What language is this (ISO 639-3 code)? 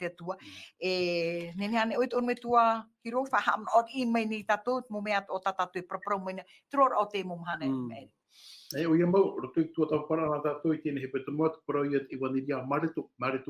tah